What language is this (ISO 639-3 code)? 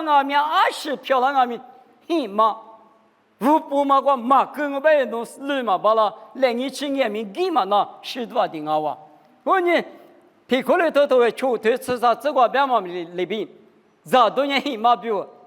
lis